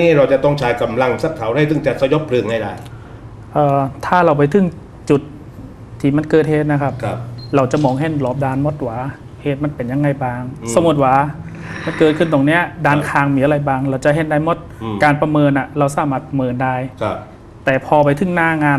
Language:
Thai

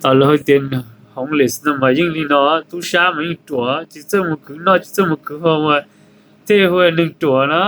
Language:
Hmong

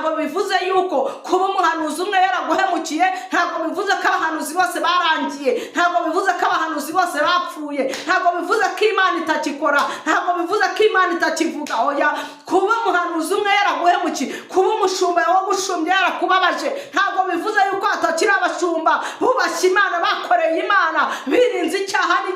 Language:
Kinyarwanda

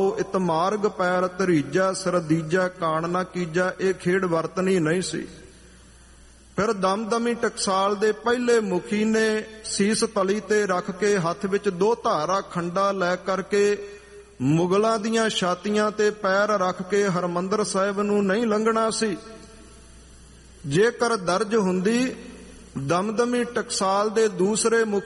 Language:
Punjabi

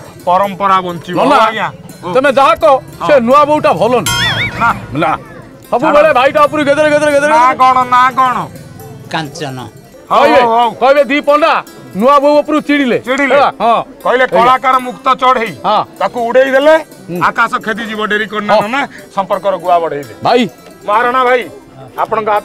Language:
Odia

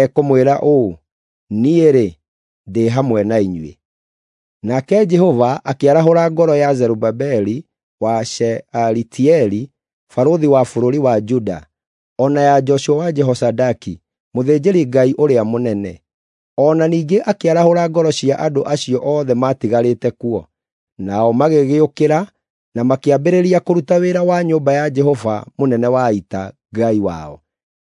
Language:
Kikuyu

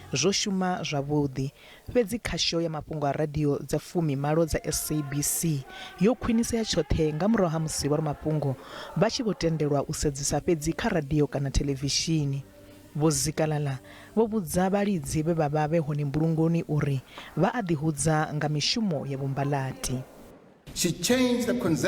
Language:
Venda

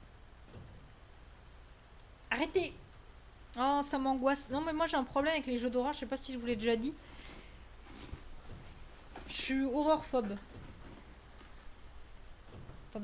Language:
French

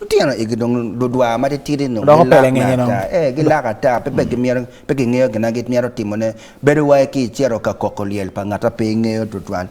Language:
Acoli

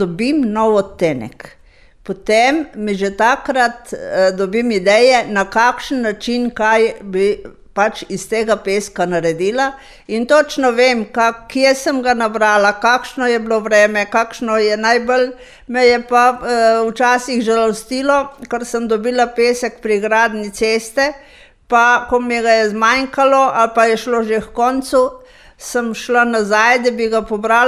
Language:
Slovenian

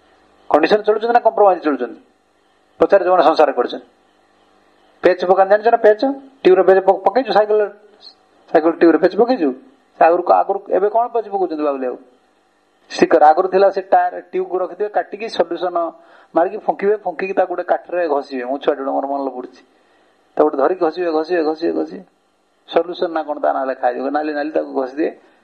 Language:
Odia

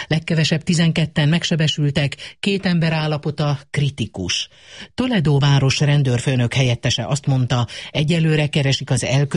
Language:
Hungarian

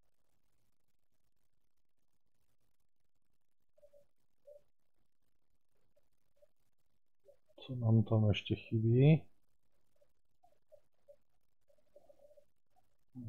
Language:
Czech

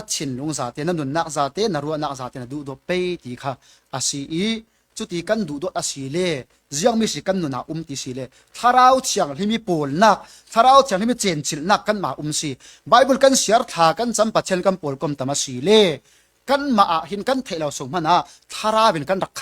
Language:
Falam Chin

